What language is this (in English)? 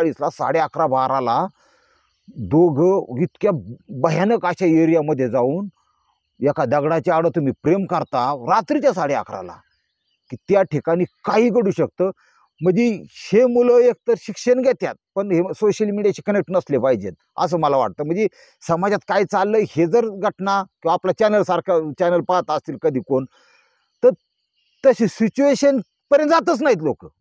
Marathi